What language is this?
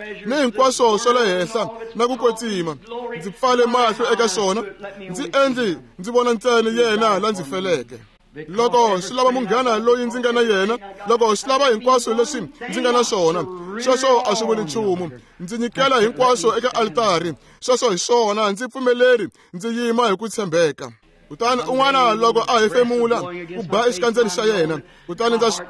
Tsonga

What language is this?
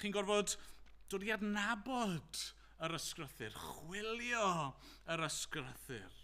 Welsh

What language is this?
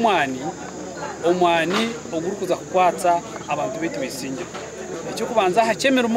Nyankole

